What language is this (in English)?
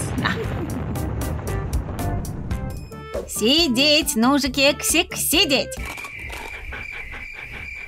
Russian